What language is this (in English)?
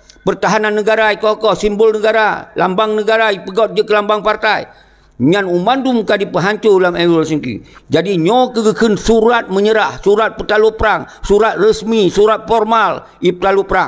Achinese